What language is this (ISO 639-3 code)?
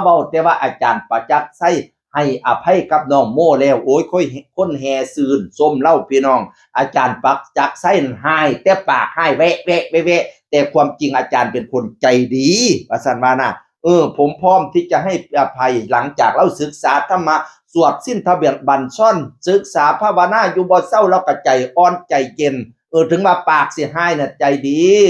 tts